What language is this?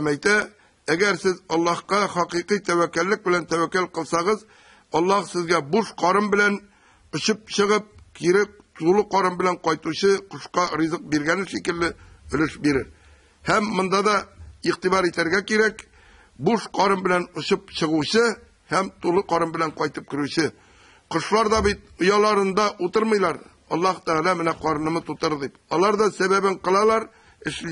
Tatar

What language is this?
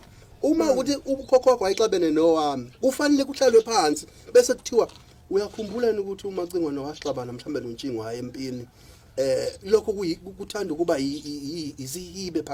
Zulu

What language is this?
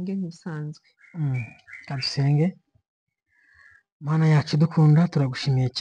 Kinyarwanda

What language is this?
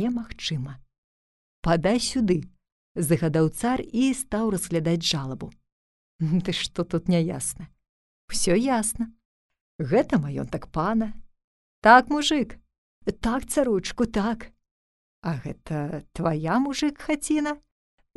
Belarusian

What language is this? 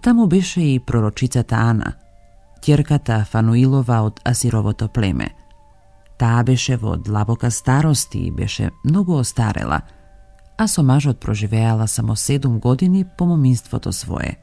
Macedonian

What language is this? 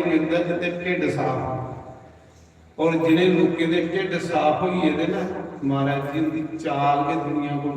Dogri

